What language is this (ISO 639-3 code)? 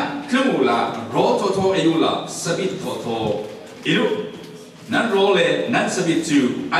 cfm